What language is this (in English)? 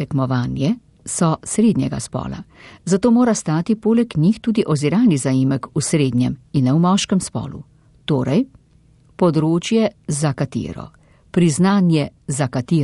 Slovenian